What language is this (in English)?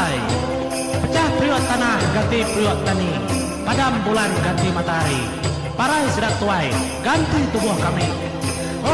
Iban